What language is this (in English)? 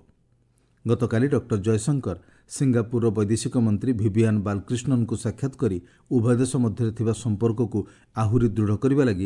Odia